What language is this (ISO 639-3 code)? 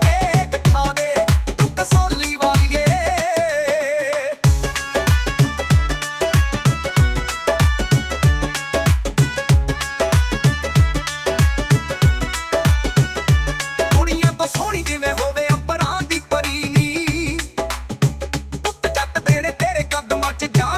pan